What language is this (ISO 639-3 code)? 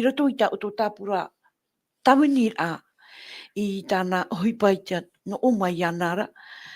tah